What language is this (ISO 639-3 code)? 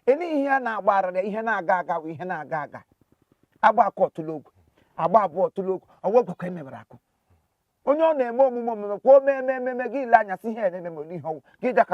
ibo